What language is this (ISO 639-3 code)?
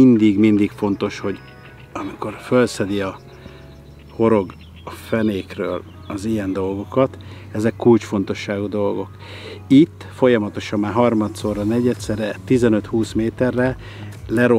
hun